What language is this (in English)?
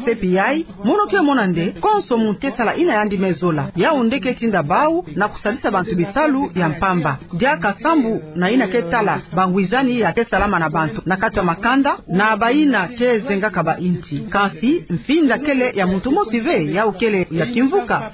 Kituba (Democratic Republic of Congo)